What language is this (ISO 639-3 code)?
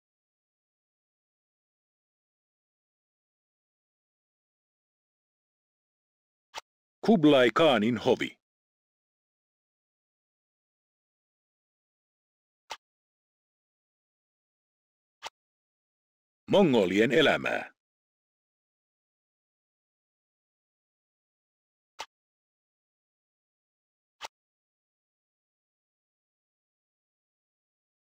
fin